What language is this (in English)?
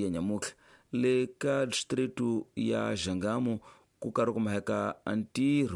Tsonga